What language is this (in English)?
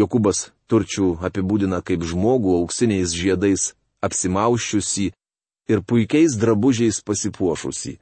Lithuanian